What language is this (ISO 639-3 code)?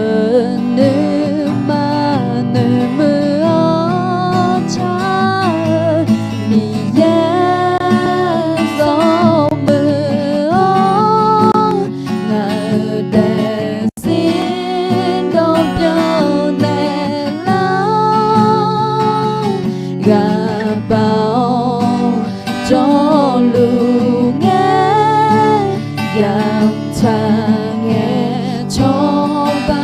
ahk